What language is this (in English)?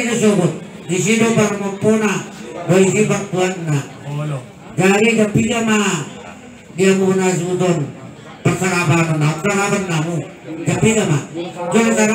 Batak Toba